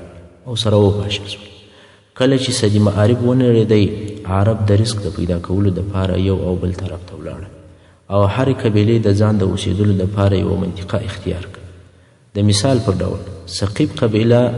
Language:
Pashto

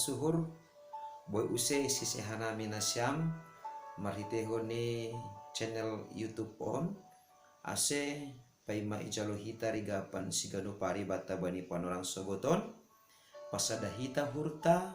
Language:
Batak Simalungun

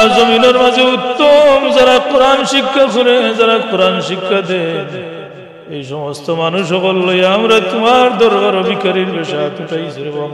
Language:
Sylheti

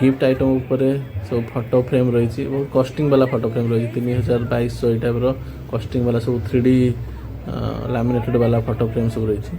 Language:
Odia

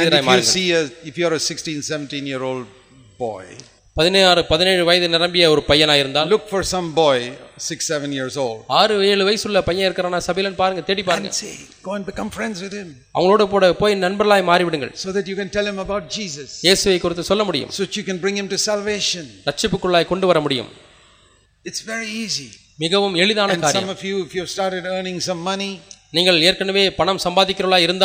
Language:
Tamil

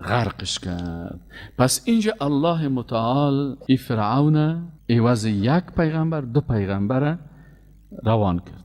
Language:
Persian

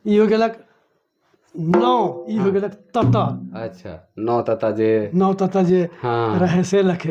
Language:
Sadri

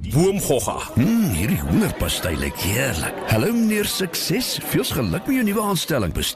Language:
Afrikaans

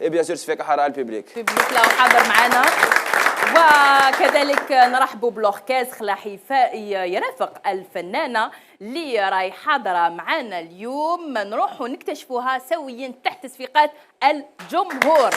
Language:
Algerian Arabic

